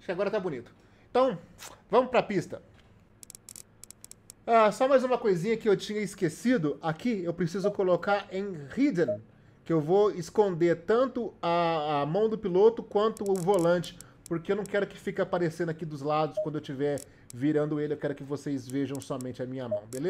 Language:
Portuguese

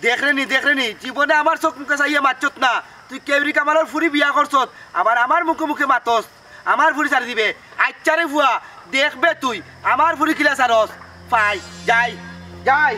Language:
Sylheti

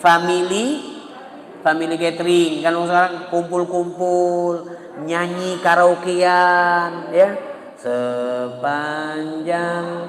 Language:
Musi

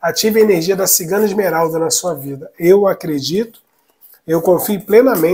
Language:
Portuguese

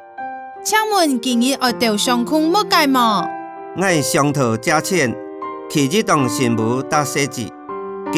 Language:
Hakka Chinese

